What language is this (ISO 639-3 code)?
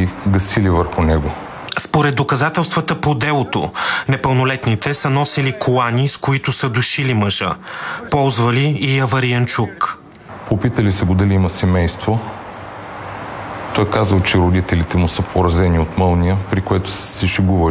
bul